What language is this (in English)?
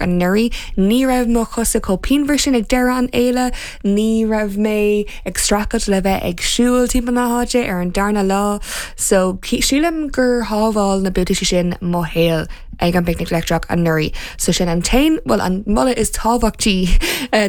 Irish